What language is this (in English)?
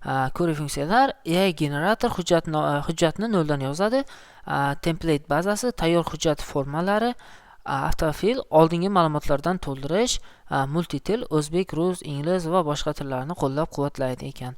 Uzbek